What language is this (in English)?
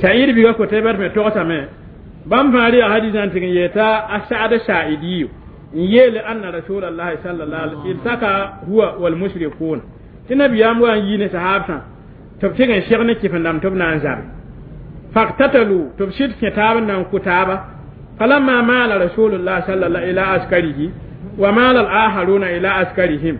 Mossi